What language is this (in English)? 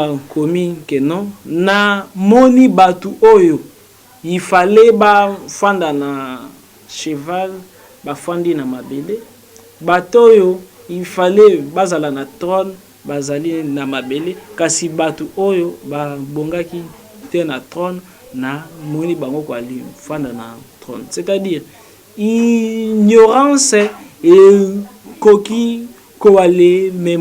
Lingala